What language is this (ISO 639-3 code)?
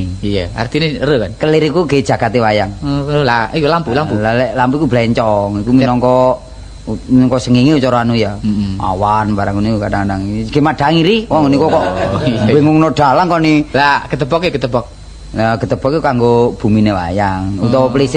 jav